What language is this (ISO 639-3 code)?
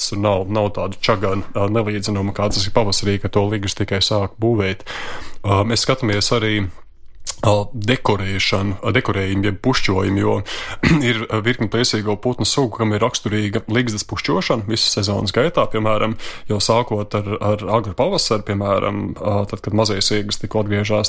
lav